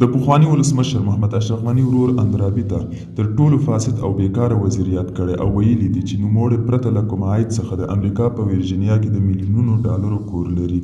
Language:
Pashto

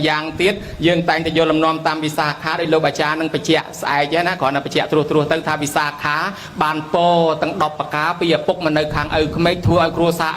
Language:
Khmer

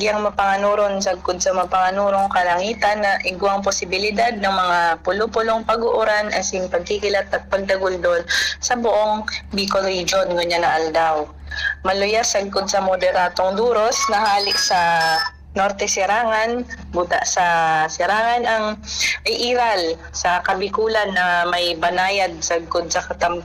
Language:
Bikol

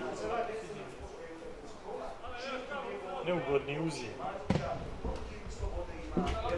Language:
Croatian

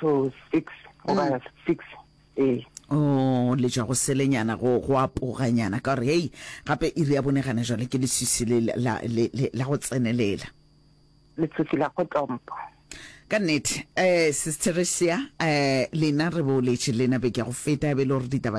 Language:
Northern Sotho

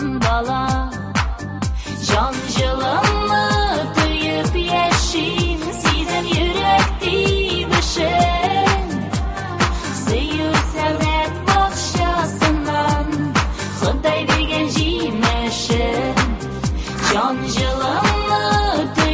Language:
Tatar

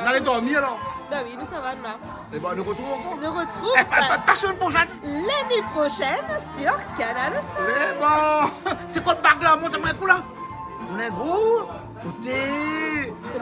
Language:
Réunion Creole French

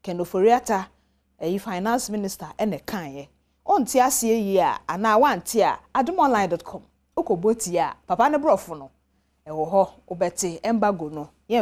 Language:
Akan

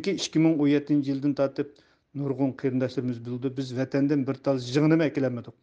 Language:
Uyghur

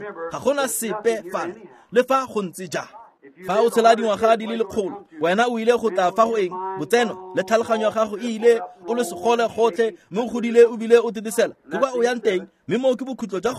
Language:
Tswana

